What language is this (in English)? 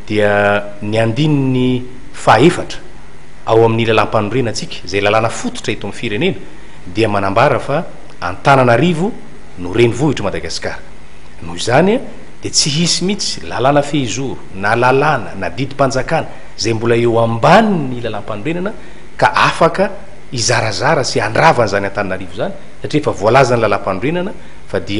Malagasy